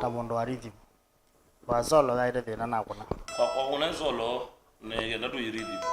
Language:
Kamba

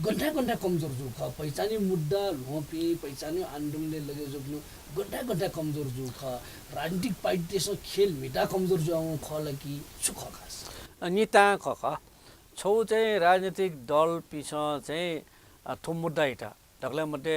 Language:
Newari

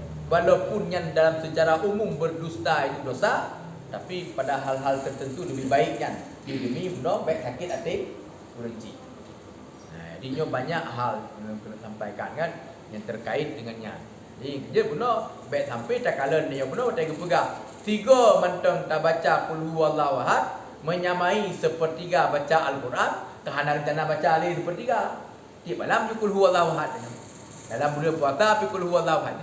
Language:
Achinese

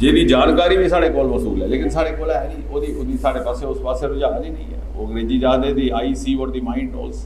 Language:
Dogri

